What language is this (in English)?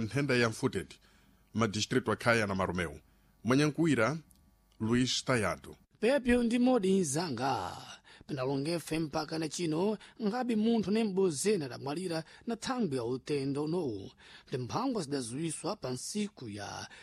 Sena